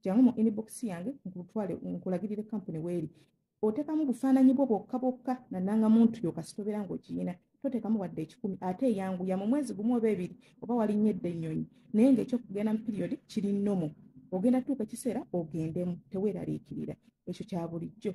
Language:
Ganda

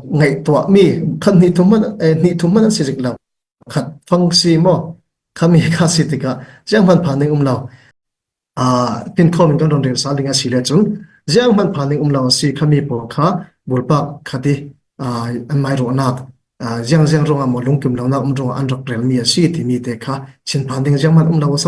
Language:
Falam Chin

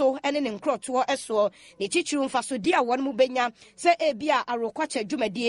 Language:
Akan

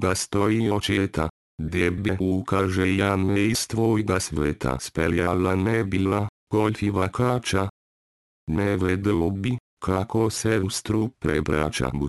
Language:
Slovenian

